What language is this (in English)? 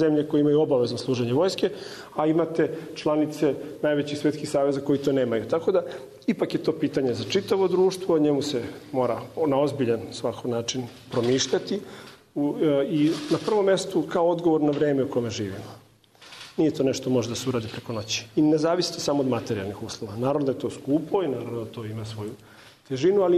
Serbian